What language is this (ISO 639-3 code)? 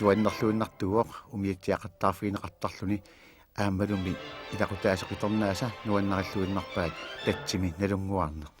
kal